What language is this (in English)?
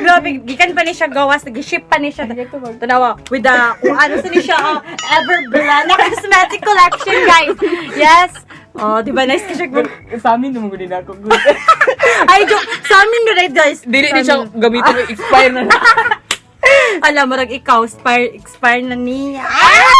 Cebuano